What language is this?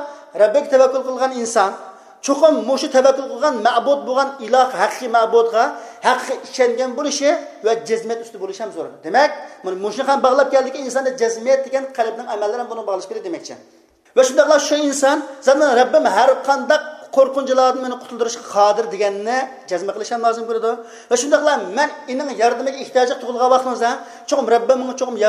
Uyghur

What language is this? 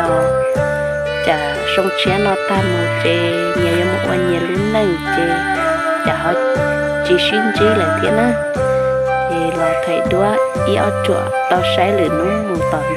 Hmong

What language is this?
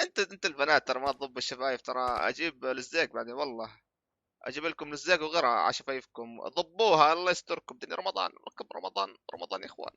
North Levantine Arabic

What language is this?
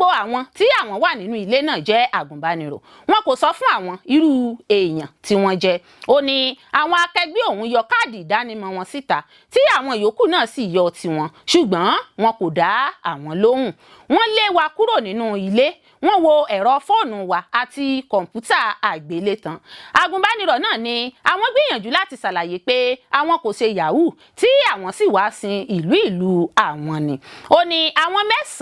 Yoruba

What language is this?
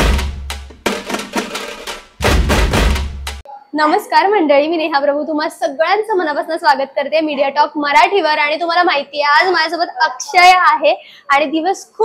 Marathi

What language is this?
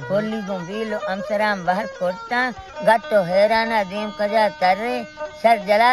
Baluchi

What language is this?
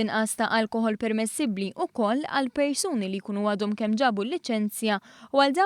Maltese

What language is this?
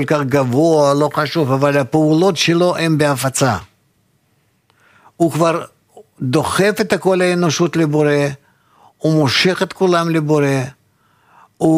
Hebrew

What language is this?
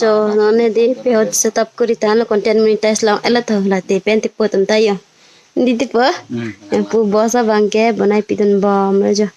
Karbi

